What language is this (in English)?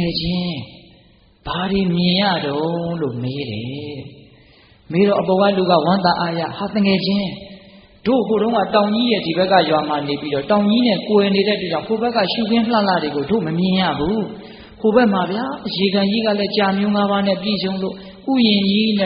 Burmese